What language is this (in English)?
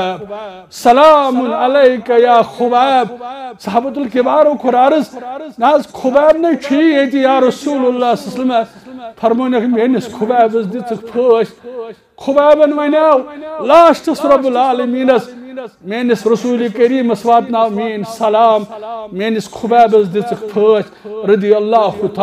Kashmiri